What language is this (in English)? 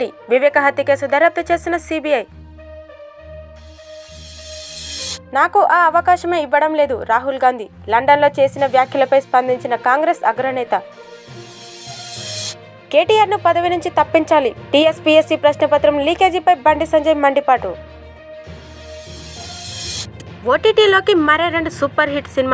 Telugu